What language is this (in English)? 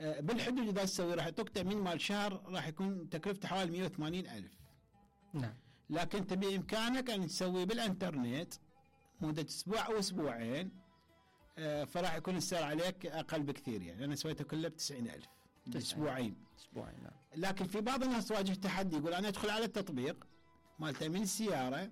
Mesopotamian Arabic